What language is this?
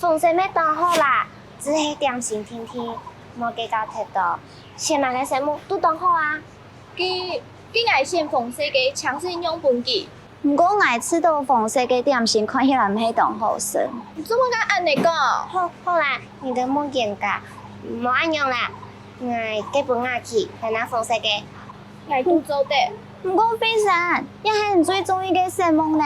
Hakka Chinese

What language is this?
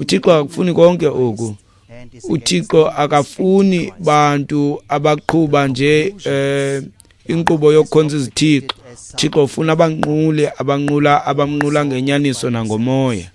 Xhosa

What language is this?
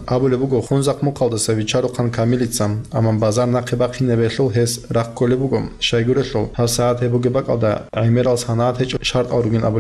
Avaric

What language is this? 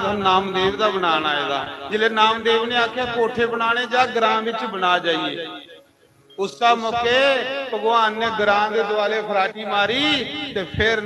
Dogri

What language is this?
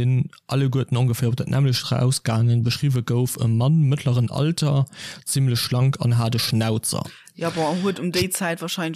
Luxembourgish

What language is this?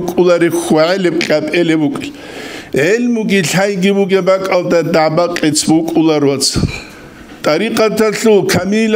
Avaric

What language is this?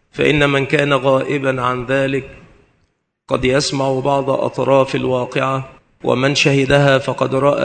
Arabic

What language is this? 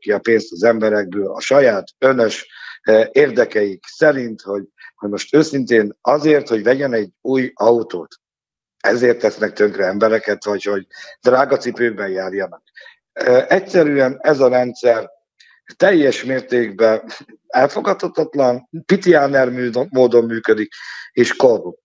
Hungarian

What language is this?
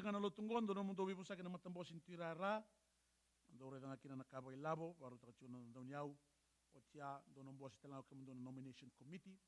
Fijian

